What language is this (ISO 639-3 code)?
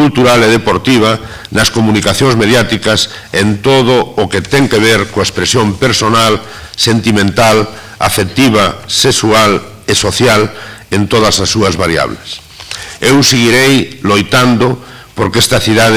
glg